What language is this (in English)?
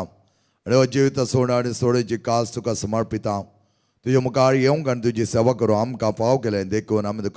Konkani